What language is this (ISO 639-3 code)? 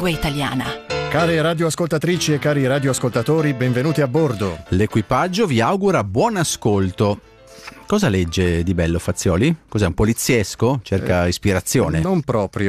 ita